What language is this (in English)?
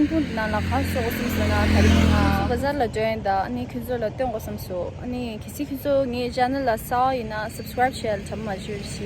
Tibetan